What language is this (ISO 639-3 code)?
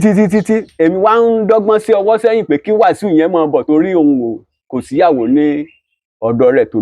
yor